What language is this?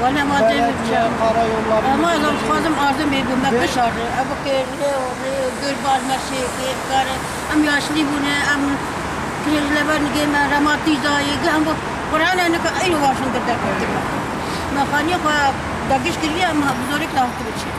Kurdish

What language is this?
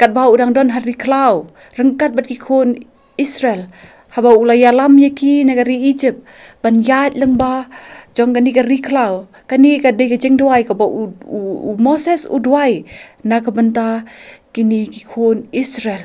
Khasi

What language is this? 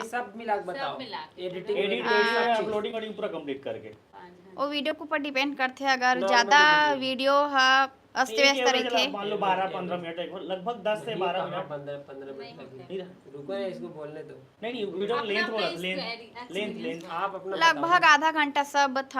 Chhattisgarhi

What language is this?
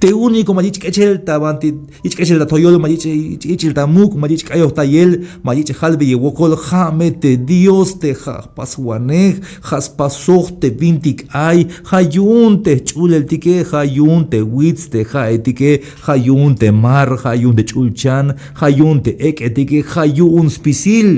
Tzeltal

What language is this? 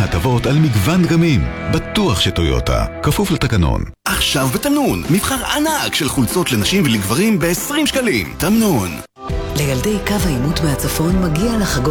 Hebrew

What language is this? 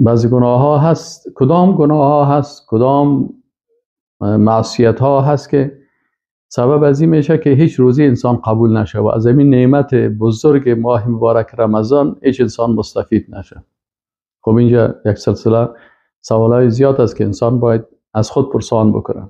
Persian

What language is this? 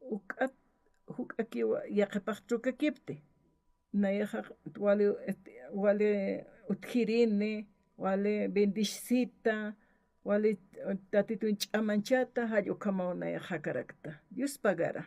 Aymara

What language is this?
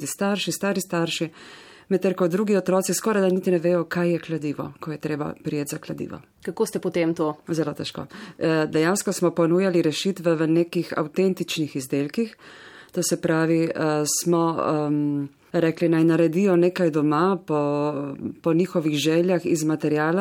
Slovenian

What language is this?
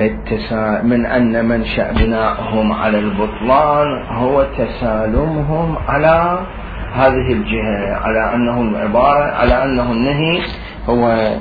Mesopotamian Arabic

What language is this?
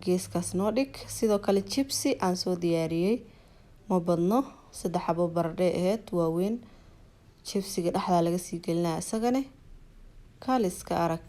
Somali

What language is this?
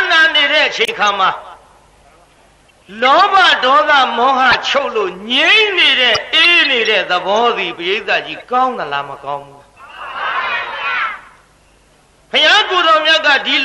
Burmese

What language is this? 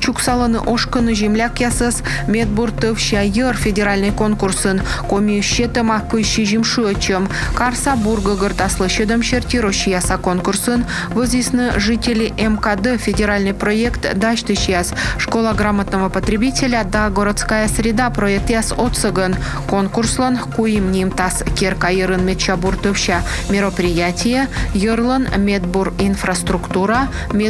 Komi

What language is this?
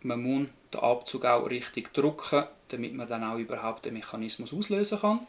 Swiss German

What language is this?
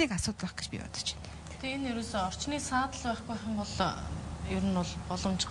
Mongolian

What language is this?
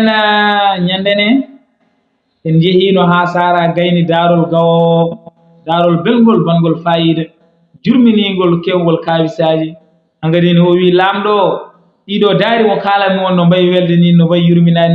Fula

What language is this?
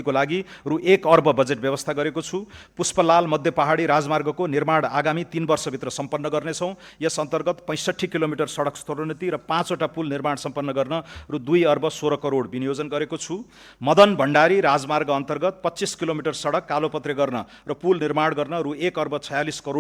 Nepali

